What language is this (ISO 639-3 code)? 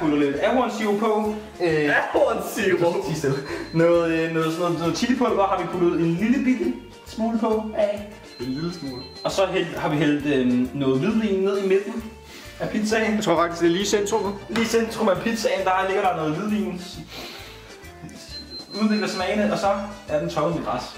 dan